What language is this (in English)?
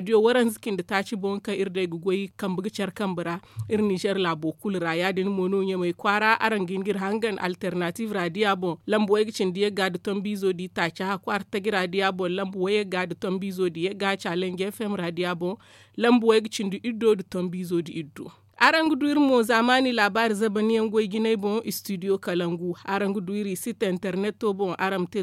Zarma